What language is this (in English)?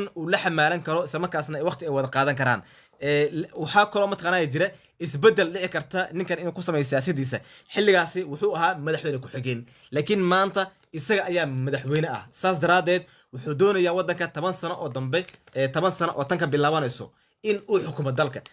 Somali